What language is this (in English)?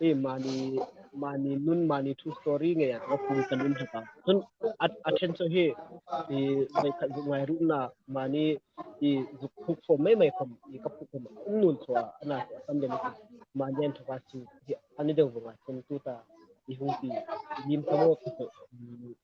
Hmar